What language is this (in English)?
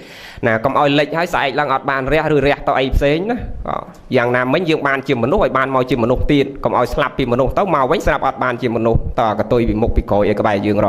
Khmer